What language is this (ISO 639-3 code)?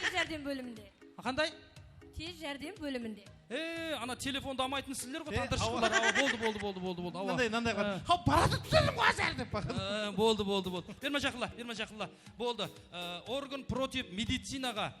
kaa